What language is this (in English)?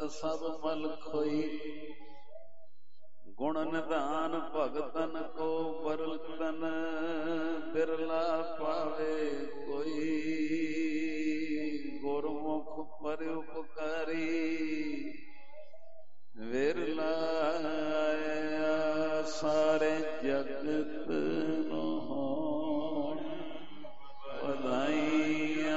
Punjabi